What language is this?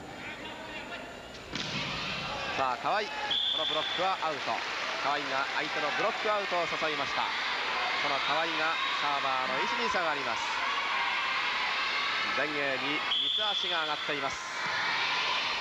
Japanese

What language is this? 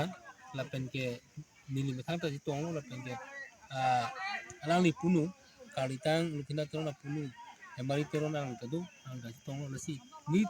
Karbi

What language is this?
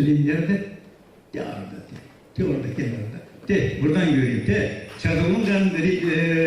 Gagauz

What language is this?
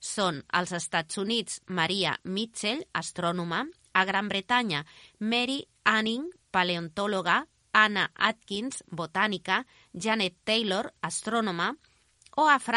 Catalan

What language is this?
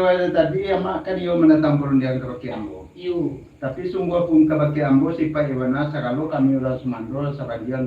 Minangkabau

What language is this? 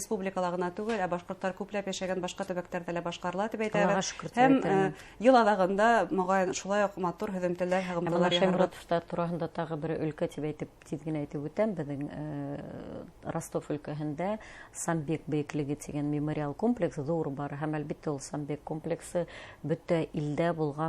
Bashkir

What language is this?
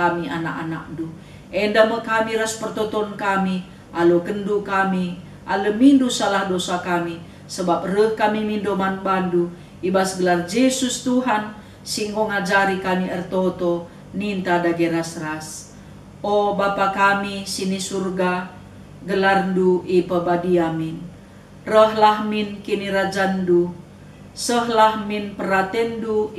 Batak Karo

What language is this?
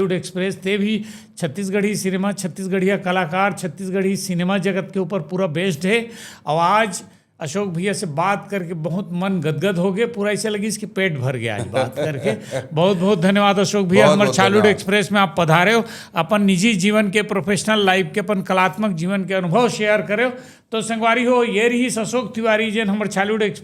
Chhattisgarhi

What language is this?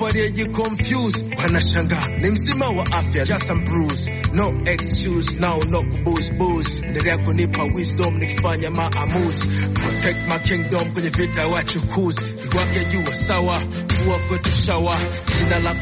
Swahili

